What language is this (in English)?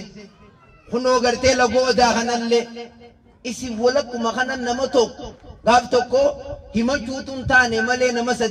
Oromo